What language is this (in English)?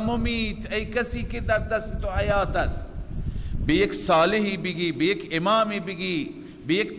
Persian